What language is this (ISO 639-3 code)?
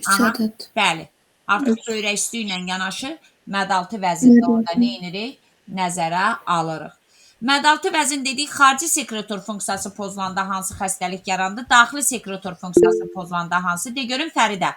aze